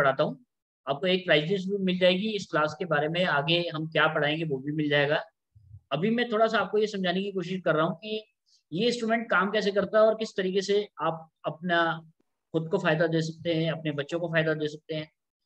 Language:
Hindi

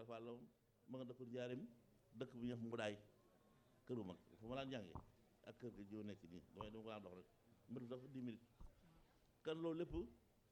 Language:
Wolof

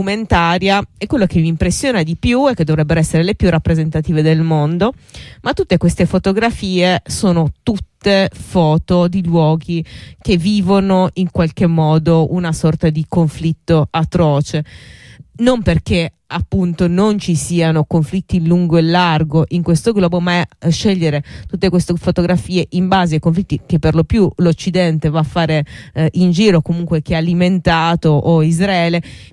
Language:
Italian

